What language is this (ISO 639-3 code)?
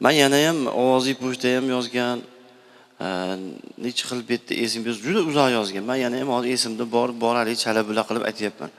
uzb